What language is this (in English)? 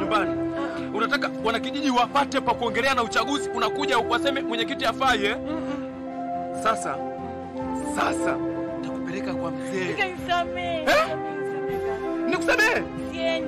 Swahili